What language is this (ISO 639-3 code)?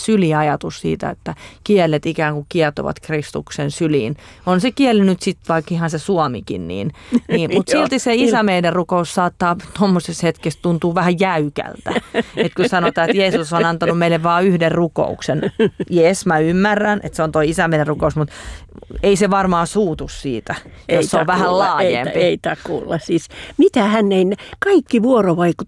fin